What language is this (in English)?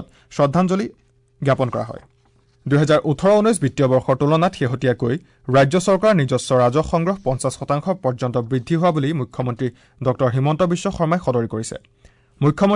Assamese